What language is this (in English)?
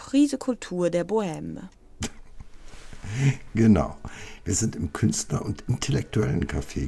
German